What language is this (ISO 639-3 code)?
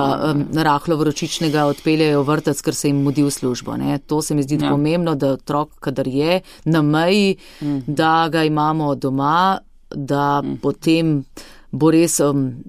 slv